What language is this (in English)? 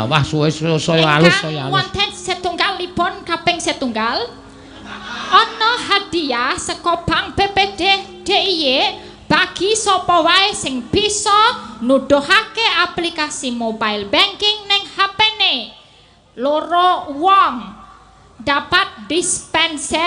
Javanese